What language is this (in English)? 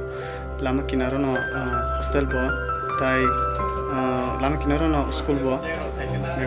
Kok Borok